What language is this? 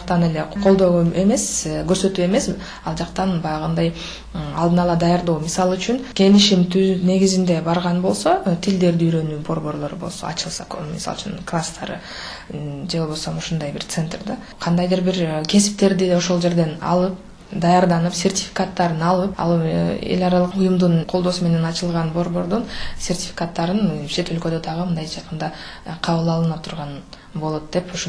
Kyrgyz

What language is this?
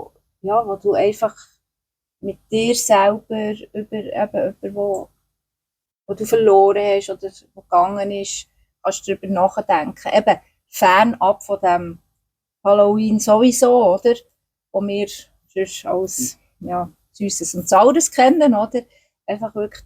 Swiss German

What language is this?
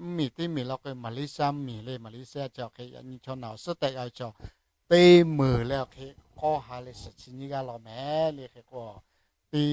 Lahu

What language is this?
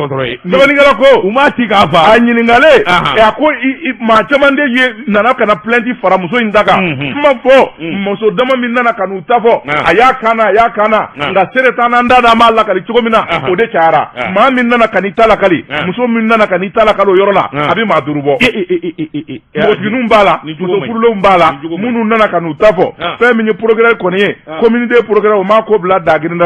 Bambara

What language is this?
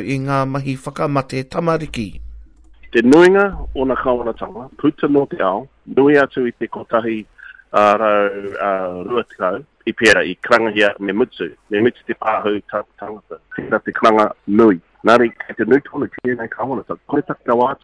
Māori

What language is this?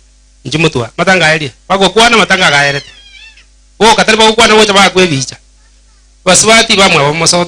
Gusii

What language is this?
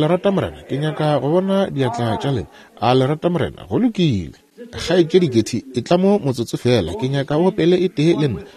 Northern Sotho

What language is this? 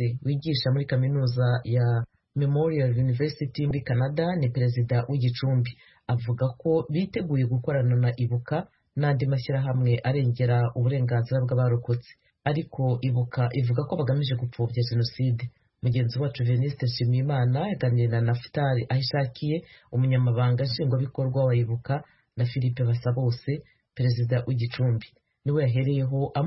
Kinyarwanda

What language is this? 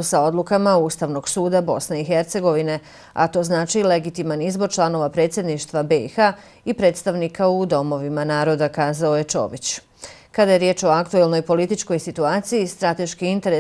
Bosnian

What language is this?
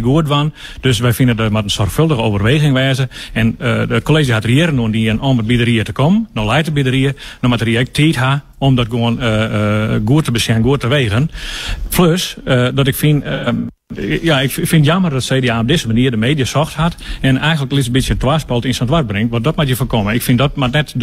Western Frisian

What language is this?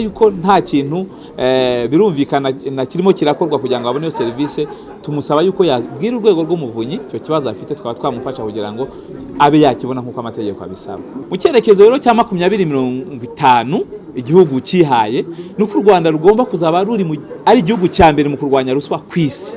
Kinyarwanda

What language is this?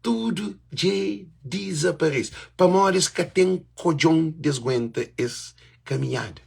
Kabuverdianu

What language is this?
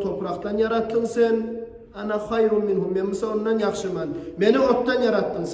Kumyk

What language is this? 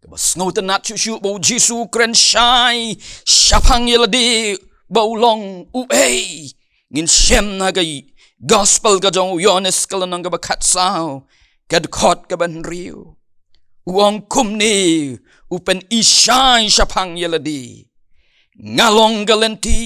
Khasi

